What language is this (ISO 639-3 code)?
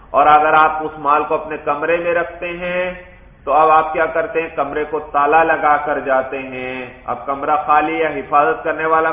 urd